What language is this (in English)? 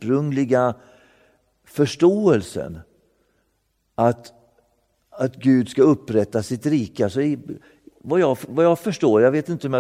Swedish